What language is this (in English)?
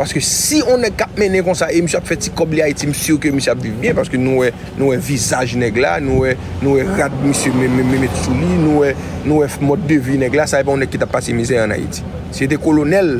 Haitian Creole